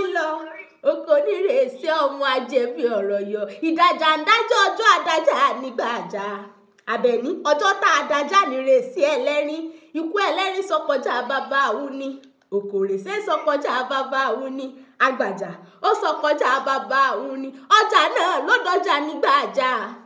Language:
Yoruba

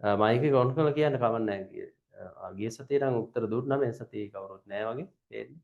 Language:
Sinhala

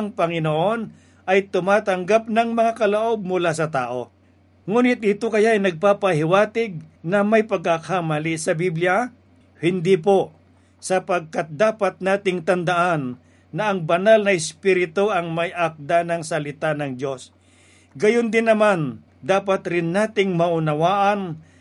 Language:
Filipino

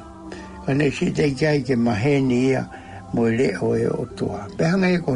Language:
Tongan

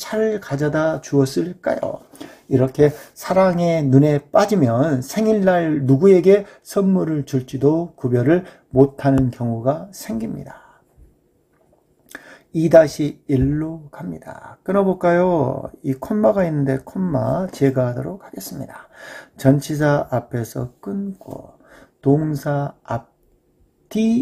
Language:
Korean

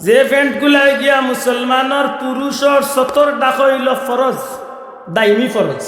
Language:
Sylheti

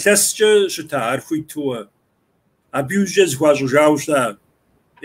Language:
Kabardian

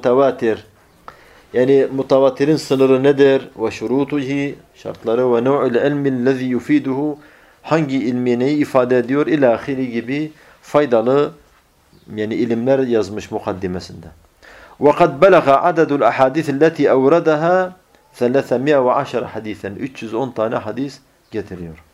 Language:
Turkish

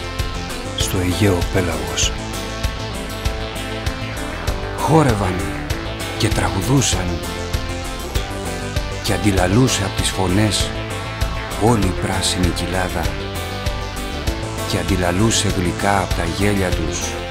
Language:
Greek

